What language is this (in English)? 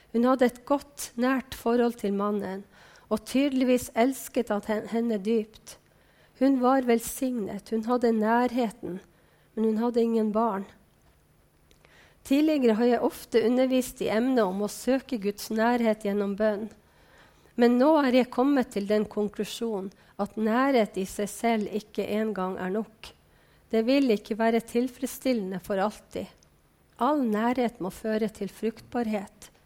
Norwegian